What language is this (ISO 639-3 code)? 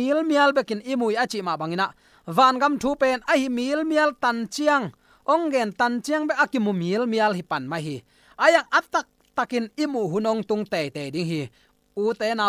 ctd